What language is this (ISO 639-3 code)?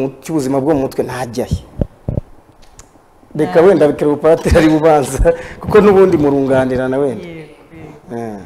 kin